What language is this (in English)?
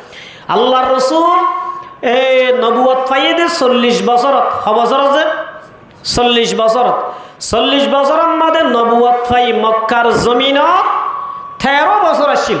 Rohingya